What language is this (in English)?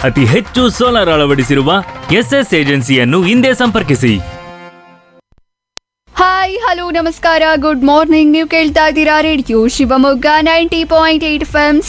Kannada